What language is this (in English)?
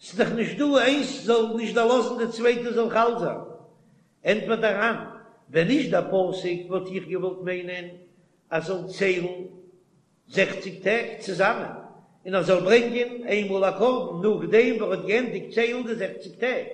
Yiddish